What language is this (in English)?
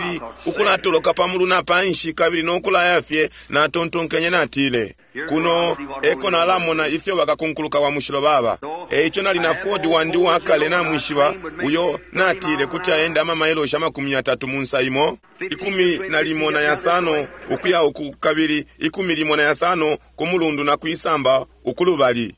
Bemba